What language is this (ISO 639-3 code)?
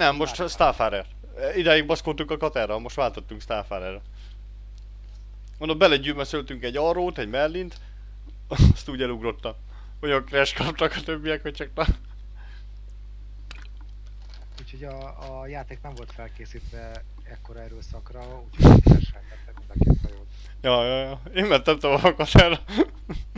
hun